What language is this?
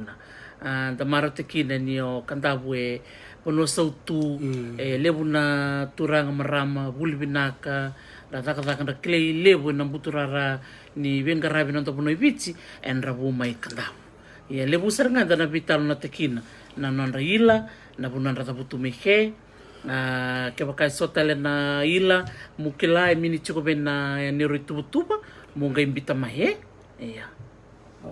Fijian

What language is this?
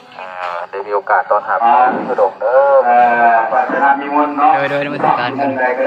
Lao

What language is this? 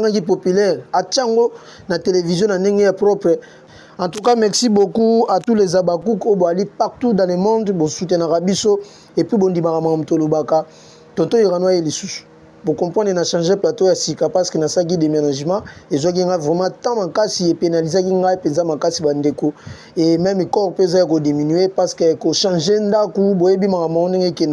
Lingala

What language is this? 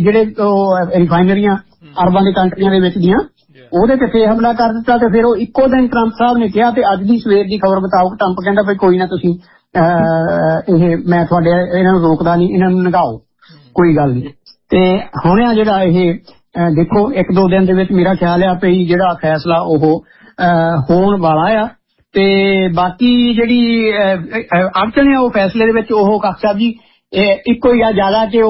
Punjabi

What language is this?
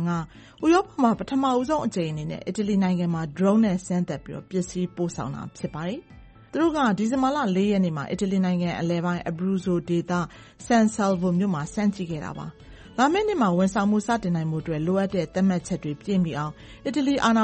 Burmese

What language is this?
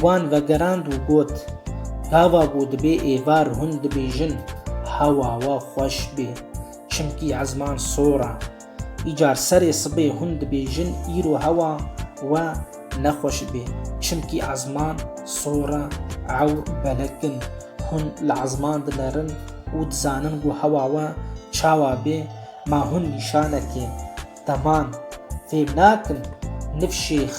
Kurdish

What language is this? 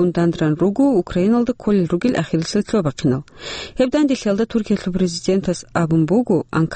Avaric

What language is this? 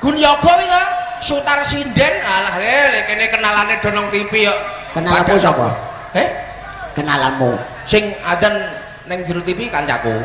Javanese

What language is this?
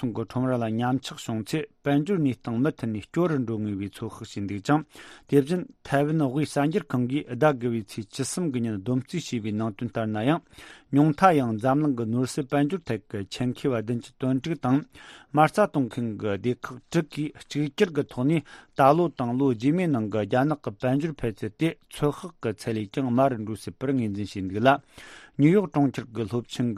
Tibetan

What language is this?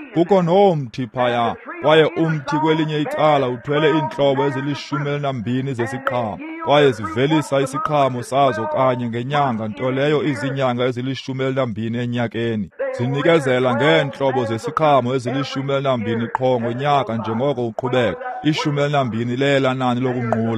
Xhosa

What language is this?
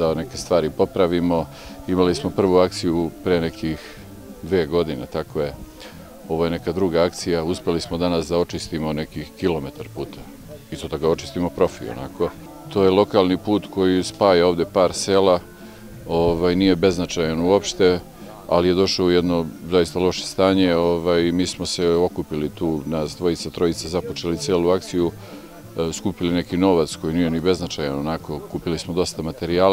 Serbian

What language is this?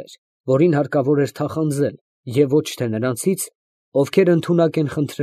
Armenian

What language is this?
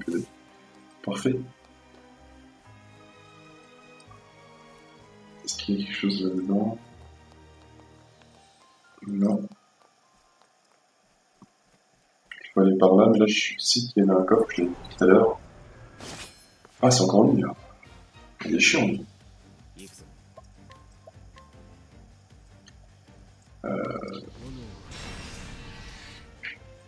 French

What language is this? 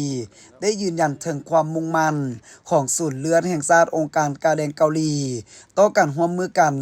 Lao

